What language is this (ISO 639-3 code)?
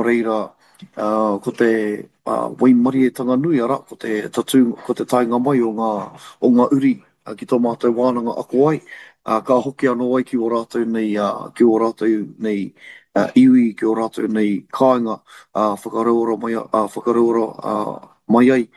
mri